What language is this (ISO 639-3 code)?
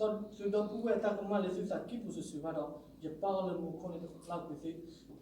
ksw